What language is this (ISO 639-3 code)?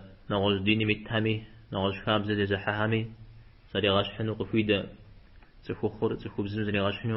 kbd